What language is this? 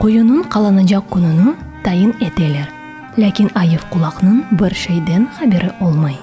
Crimean Tatar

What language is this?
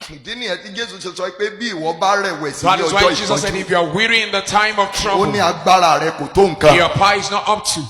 Yoruba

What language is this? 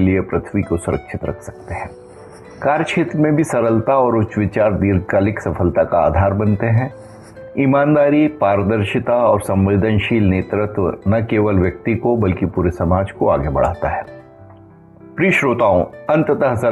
Hindi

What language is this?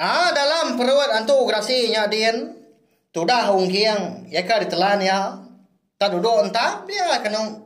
Iban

